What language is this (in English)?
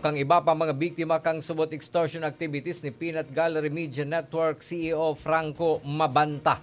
Bikol